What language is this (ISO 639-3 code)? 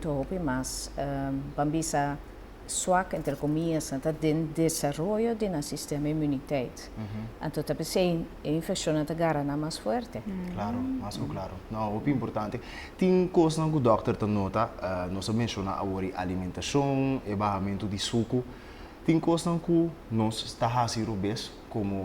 pap